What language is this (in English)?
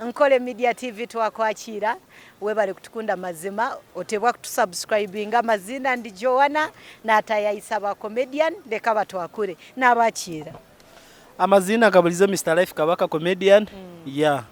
Nyankole